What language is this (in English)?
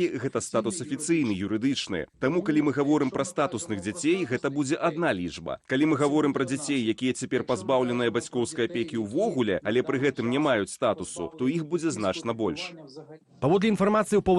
Belarusian